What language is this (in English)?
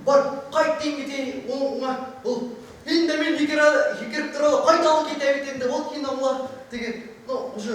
Bashkir